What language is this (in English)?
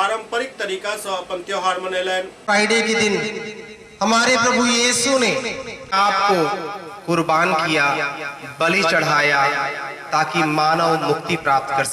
Maithili